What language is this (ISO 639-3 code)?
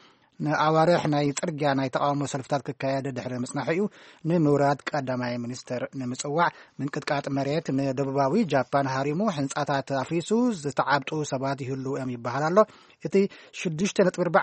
tir